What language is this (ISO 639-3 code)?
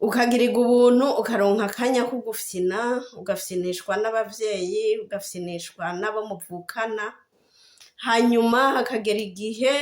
run